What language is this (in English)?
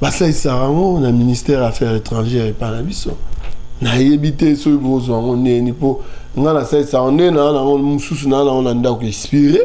Lingala